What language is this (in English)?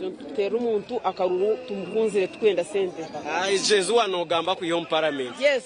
Nyankole